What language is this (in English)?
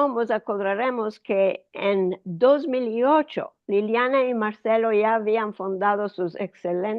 Ladino